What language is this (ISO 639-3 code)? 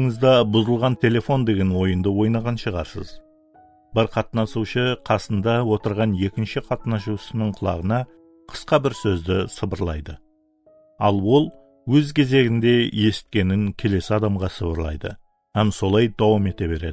kaa